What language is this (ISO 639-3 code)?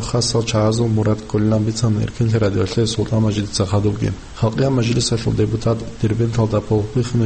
ava